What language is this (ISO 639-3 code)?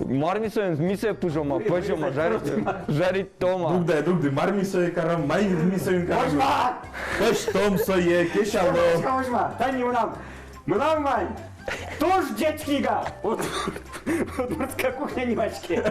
udm